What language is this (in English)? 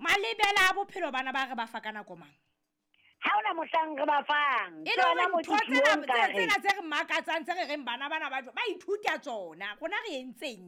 Southern Sotho